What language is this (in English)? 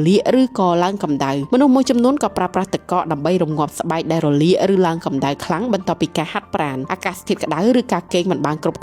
Khmer